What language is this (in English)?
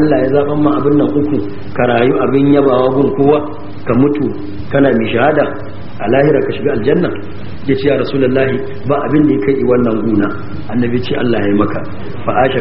Hausa